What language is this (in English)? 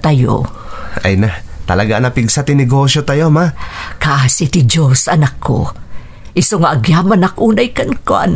Iloko